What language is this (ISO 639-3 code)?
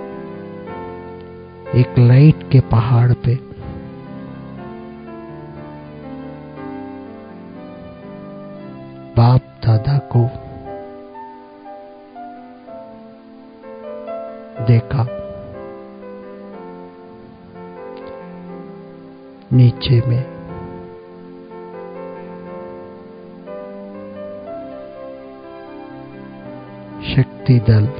hin